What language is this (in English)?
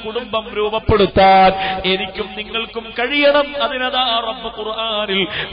Malayalam